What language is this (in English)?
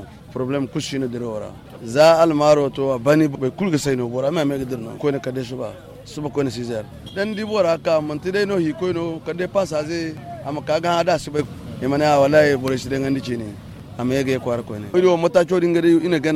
Zarma